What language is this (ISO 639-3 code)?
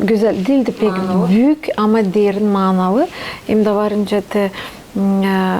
gag